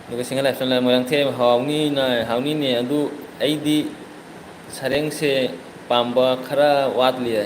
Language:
Manipuri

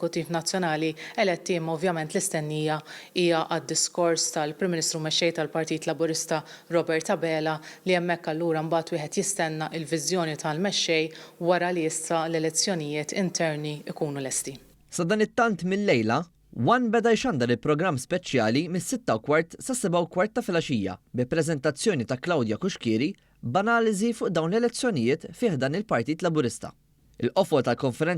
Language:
Maltese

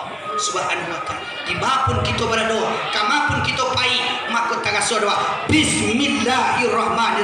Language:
Minangkabau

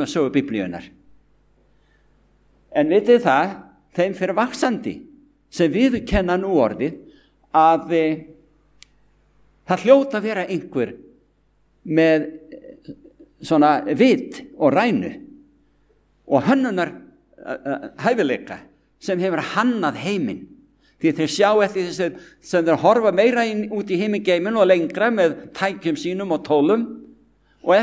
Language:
Icelandic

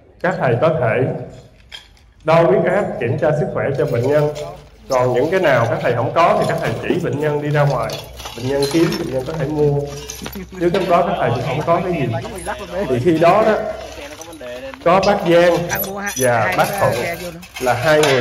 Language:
Vietnamese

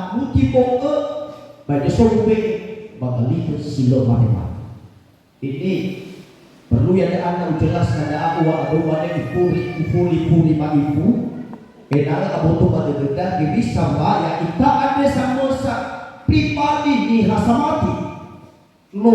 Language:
Nias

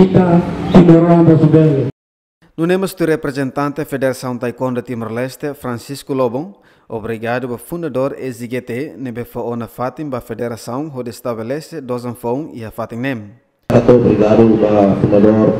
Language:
Tetum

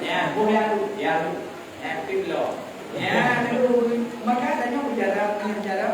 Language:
Achinese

